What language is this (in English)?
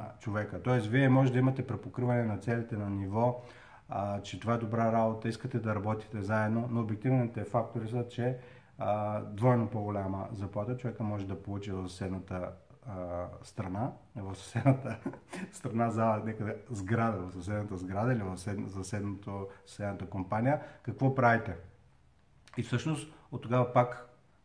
Bulgarian